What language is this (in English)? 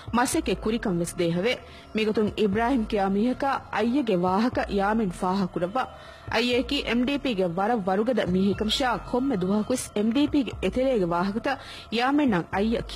Divehi